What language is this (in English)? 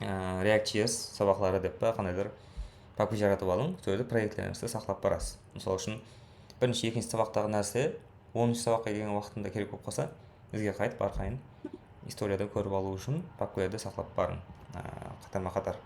Kara-Kalpak